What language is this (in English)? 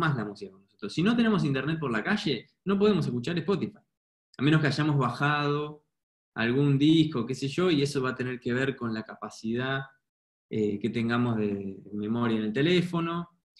Spanish